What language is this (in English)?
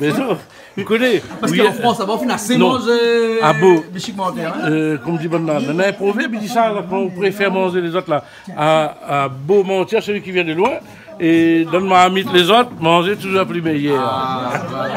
Réunion Creole French